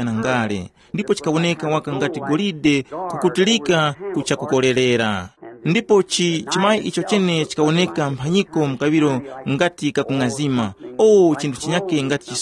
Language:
Tumbuka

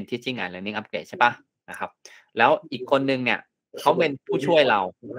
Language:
Thai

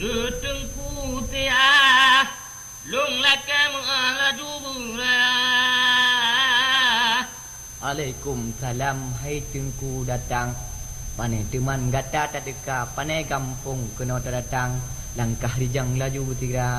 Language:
Achinese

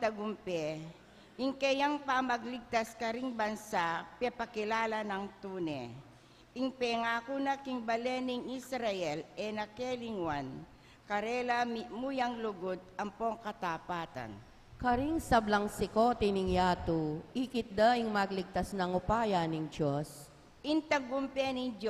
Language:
Pampanga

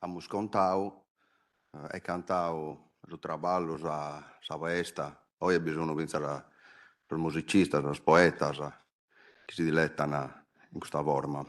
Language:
Sardinian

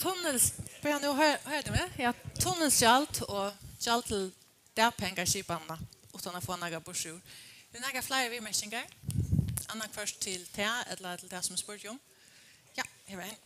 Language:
Faroese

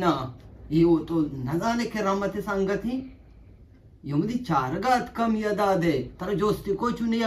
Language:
Eastern Balochi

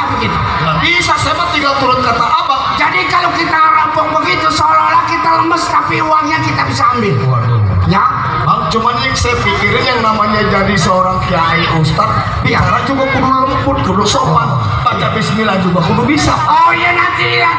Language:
Betawi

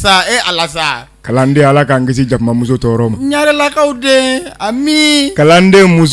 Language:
Bambara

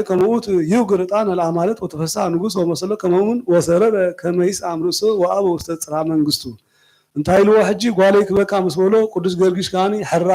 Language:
Geez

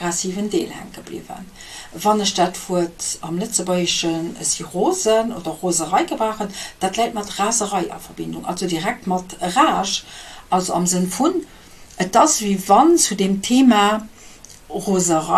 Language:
Luxembourgish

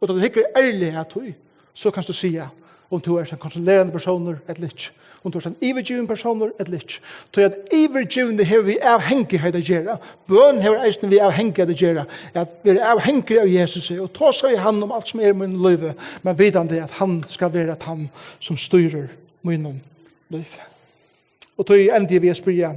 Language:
Faroese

